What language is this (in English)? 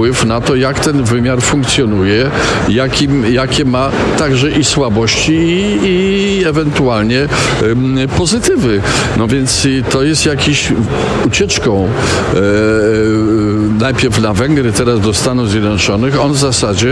Polish